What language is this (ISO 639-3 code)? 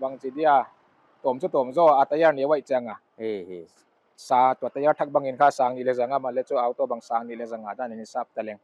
pck